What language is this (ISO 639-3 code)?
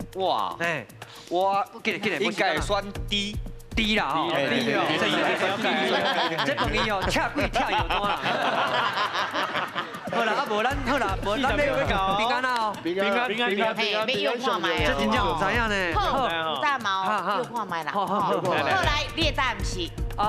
nan